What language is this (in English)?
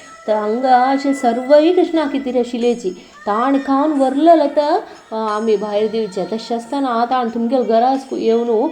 Konkani